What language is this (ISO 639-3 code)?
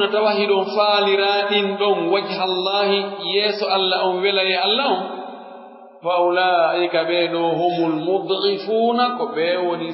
fuf